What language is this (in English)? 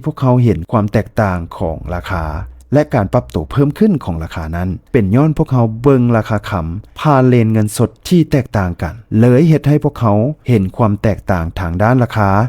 Lao